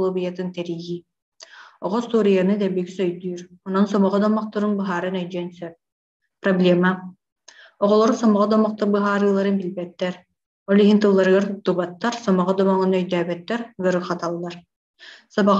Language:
Yakut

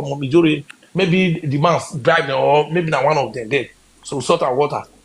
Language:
Nigerian Pidgin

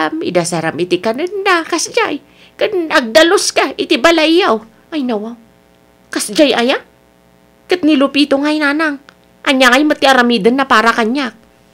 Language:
Iloko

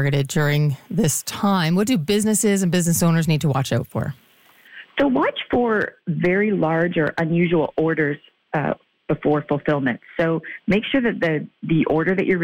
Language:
English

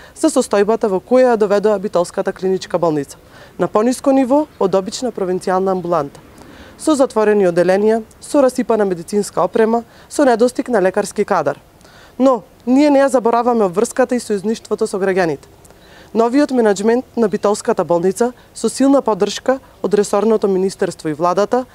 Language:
Macedonian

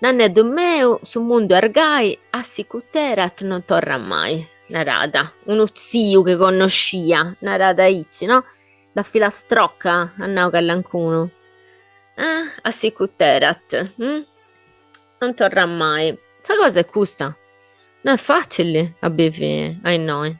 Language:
Sardinian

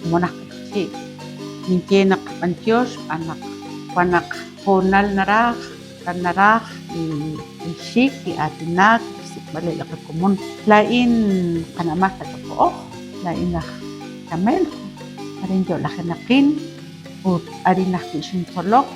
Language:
Kekchí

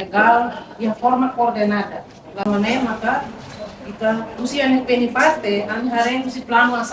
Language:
Tetum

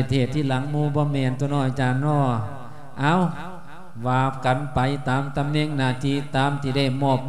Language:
Lao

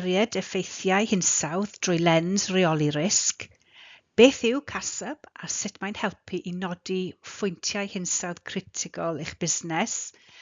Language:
Welsh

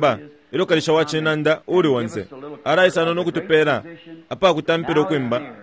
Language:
Bemba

